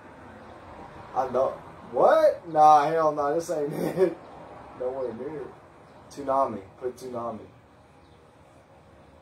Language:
English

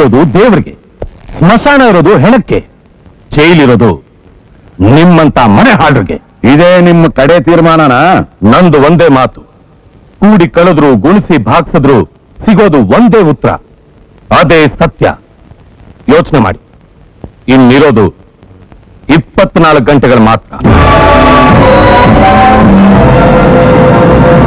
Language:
Kannada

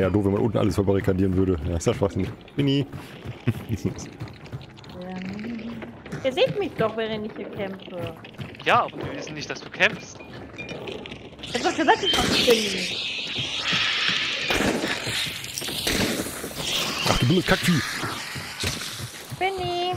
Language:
German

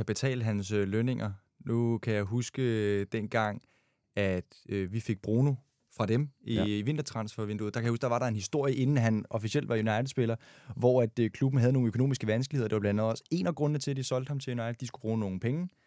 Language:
Danish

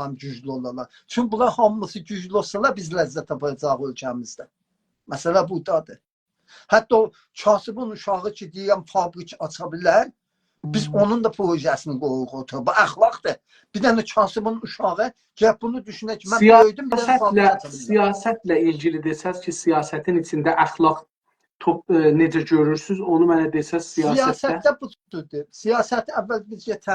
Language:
South Azerbaijani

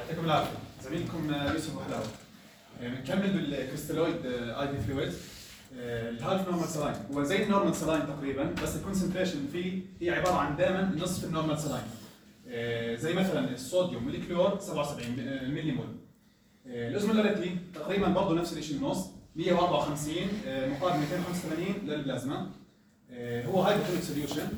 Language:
North Levantine Arabic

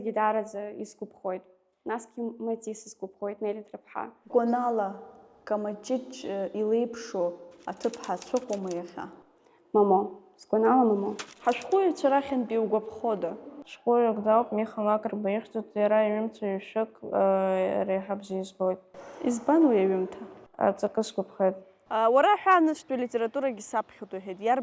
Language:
Abkhazian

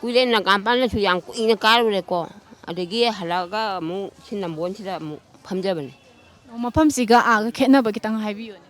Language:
Manipuri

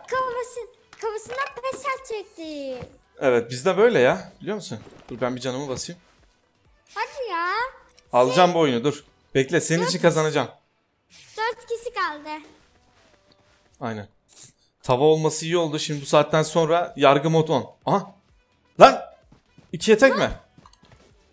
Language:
Turkish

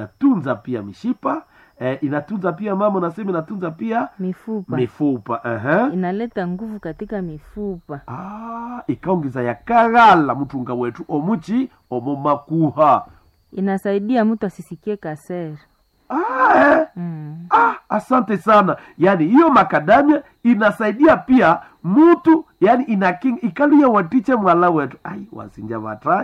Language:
Swahili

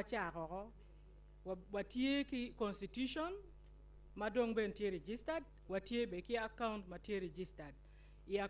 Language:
Acoli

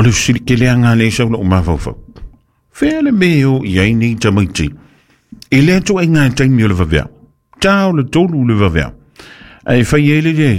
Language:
Samoan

